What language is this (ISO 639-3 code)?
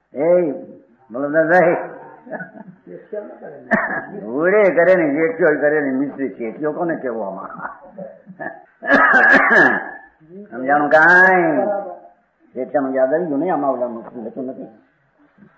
guj